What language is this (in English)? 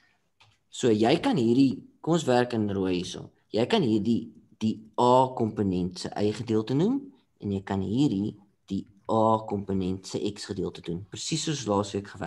Afrikaans